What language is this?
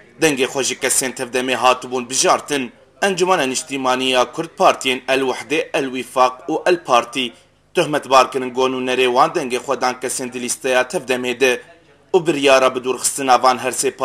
Kurdish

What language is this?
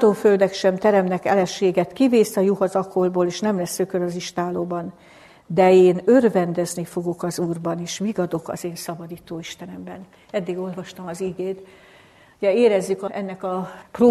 Hungarian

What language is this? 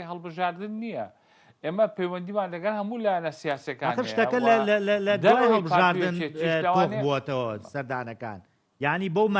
Central Kurdish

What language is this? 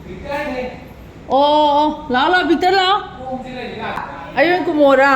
Manipuri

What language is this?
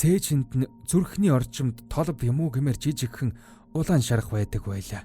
Mongolian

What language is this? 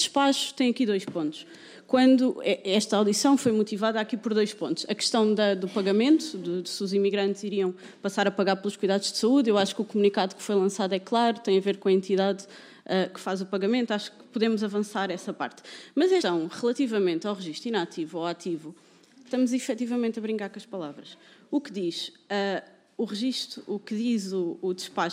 Portuguese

